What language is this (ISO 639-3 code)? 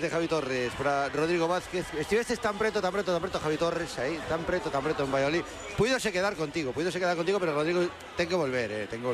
glg